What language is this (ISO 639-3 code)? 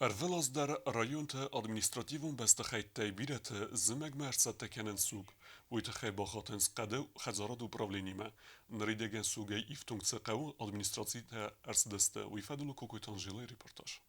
oss